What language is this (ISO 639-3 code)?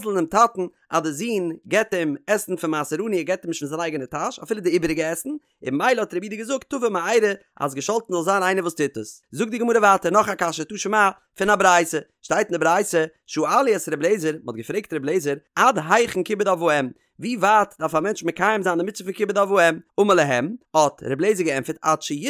yid